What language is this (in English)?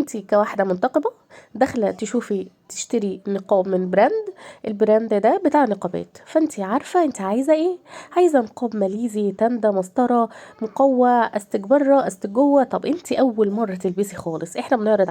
Egyptian Arabic